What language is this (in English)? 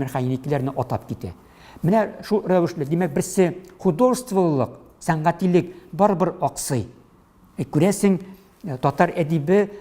Tatar